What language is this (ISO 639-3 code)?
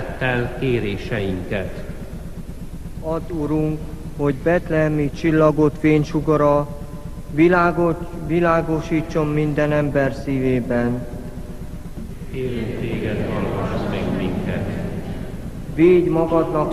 hun